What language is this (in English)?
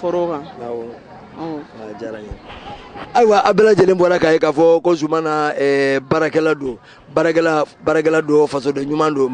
Bambara